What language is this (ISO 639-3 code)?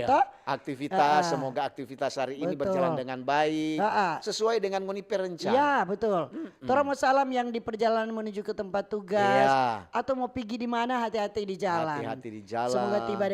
xmm